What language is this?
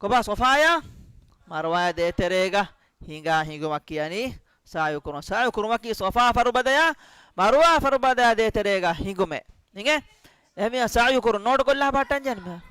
Divehi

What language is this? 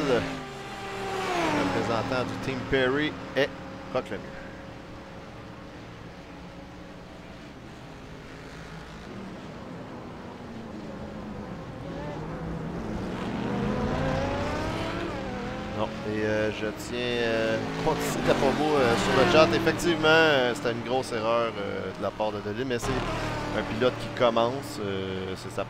French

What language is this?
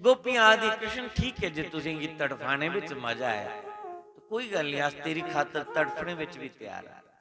Dogri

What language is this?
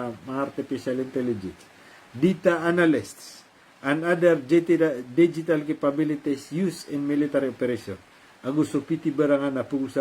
Maranao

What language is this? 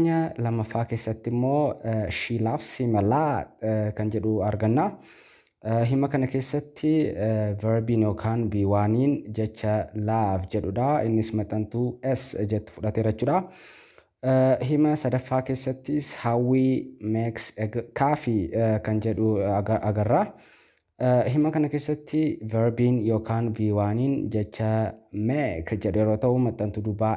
Oromo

